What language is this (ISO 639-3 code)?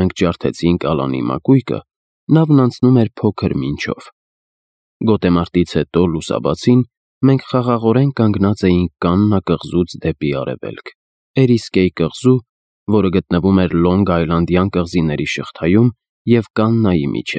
hye